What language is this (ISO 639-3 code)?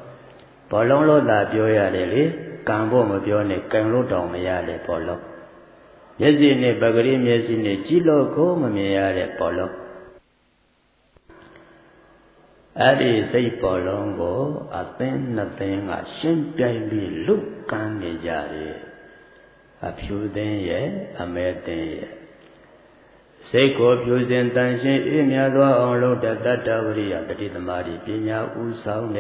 mya